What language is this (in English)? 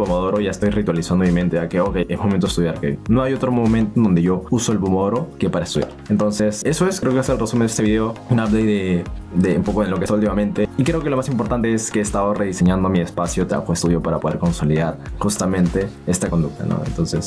Spanish